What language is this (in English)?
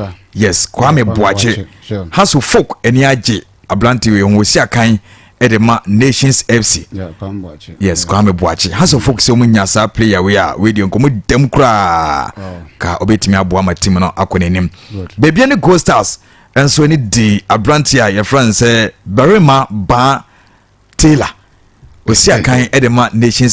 Akan